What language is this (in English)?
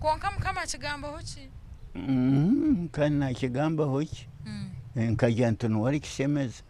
Nyankole